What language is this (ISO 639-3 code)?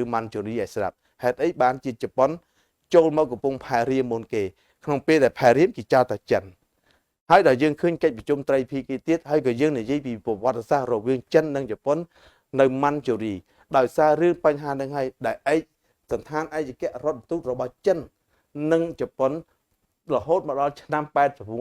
khm